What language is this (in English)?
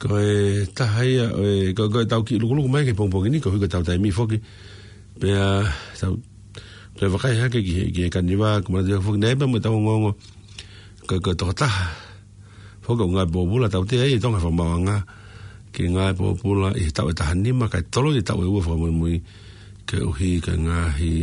Tongan